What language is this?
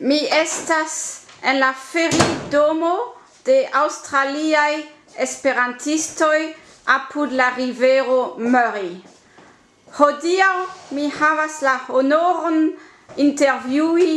Esperanto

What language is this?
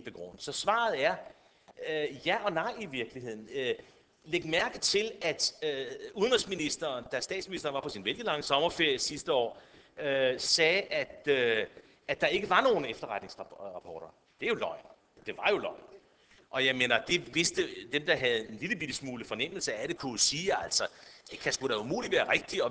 Danish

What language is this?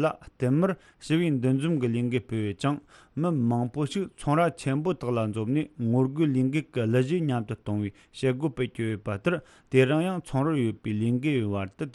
Tibetan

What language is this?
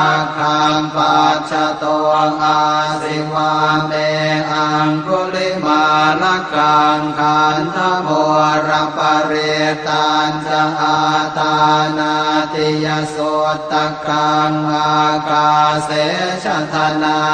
Pali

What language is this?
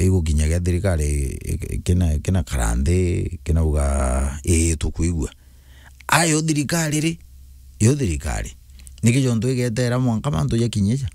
Meru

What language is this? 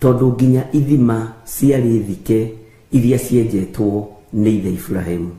Kikuyu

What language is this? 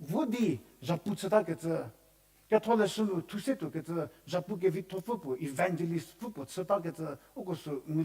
Angami Naga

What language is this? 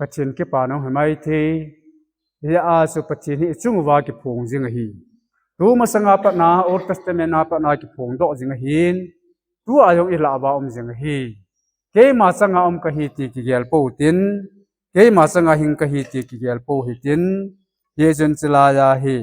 Thado Chin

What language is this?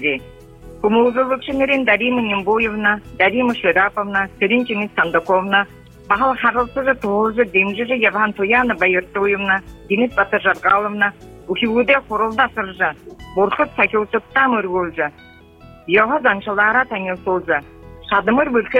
Buriat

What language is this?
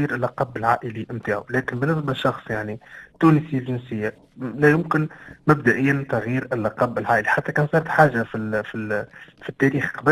Tunisian Arabic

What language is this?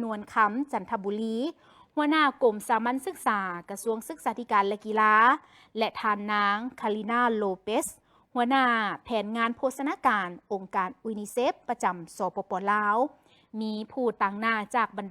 Lao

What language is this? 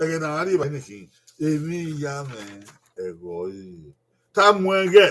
Bini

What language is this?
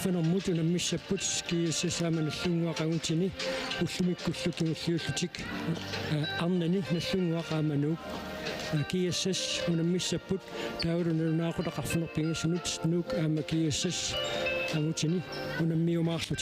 Kalaallisut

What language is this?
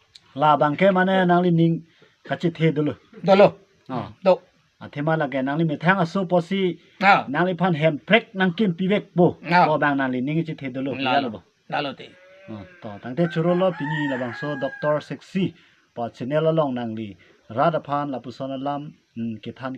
Karbi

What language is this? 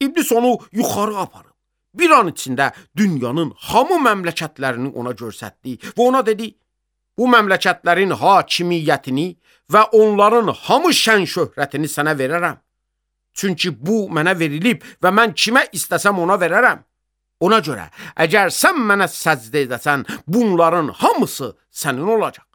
Azerbaijani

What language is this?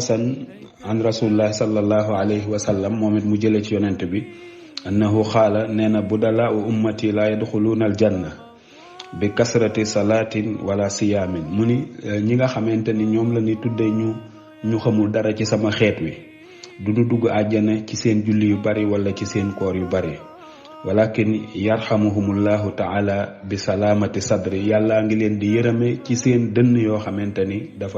Wolof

